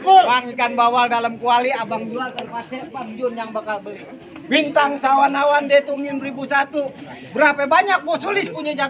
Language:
Betawi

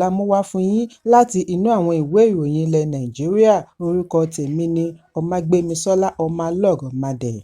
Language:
Yoruba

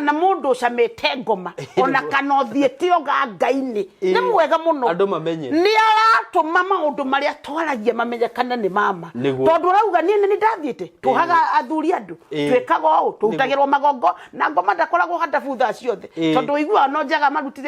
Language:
Kikuyu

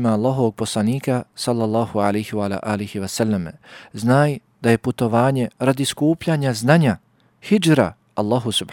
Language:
Bosnian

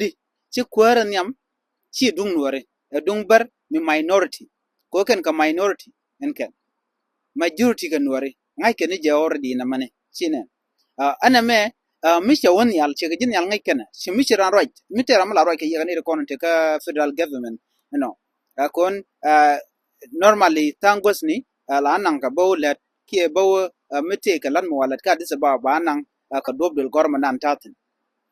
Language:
Nuer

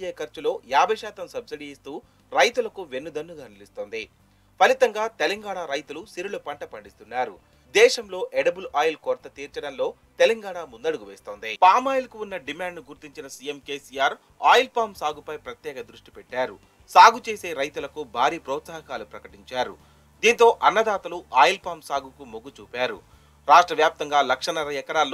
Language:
Telugu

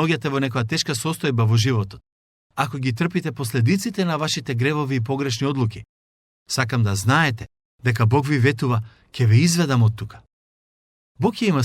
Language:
Macedonian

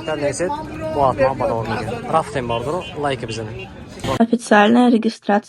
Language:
Tajik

